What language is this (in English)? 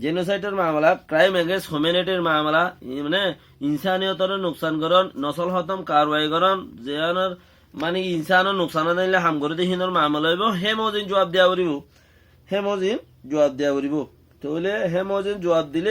Rohingya